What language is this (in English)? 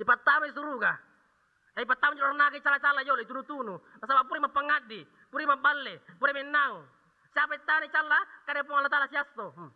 Buginese